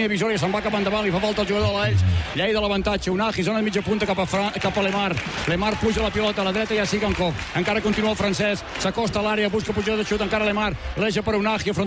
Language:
Catalan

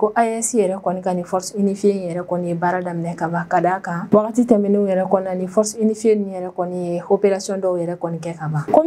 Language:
Bambara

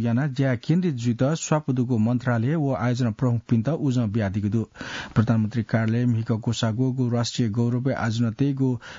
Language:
Newari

